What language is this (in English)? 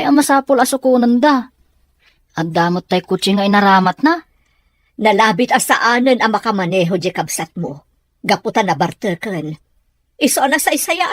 Iloko